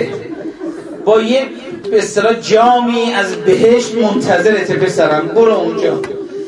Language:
Persian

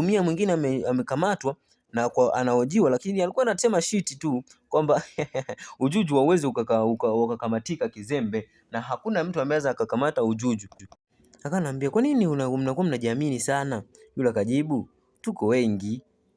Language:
Swahili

